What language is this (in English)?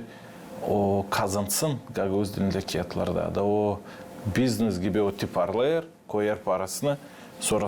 Gagauz